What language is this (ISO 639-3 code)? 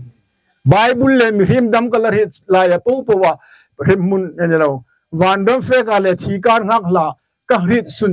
hmr